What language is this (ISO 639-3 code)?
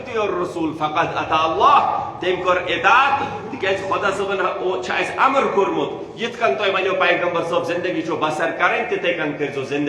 kas